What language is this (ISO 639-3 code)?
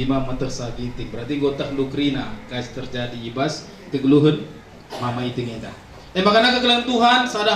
btx